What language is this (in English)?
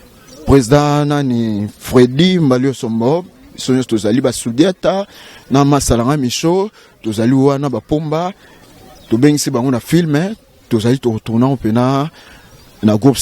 Lingala